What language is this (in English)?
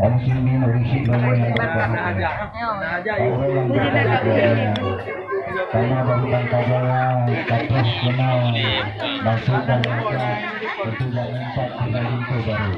Achinese